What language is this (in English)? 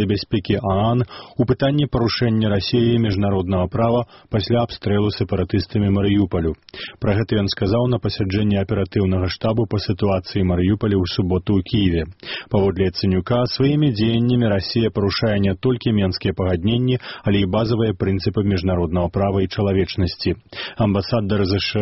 Belarusian